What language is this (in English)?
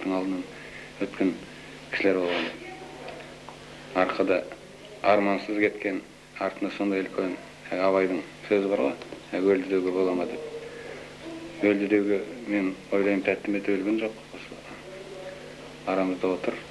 Kazakh